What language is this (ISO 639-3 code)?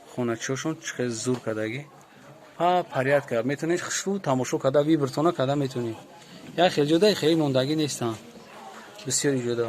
tgk